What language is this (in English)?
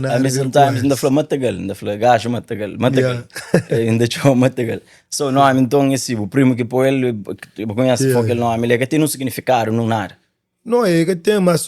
Kabuverdianu